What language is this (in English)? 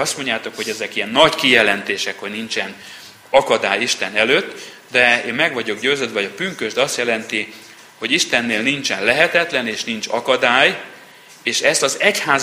Hungarian